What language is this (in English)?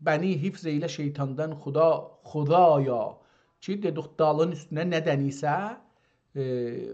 South Azerbaijani